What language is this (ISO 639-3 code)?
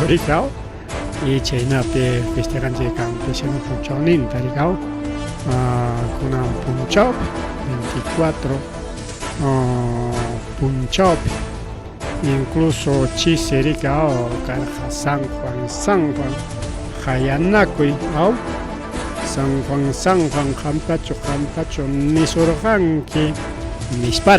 quy